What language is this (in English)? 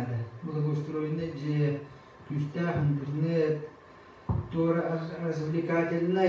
Yakut